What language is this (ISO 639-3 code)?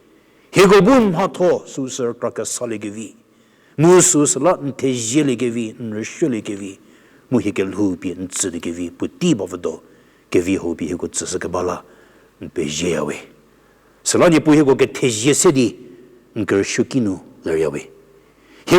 njm